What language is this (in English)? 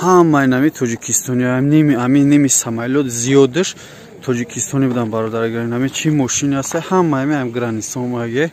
Tajik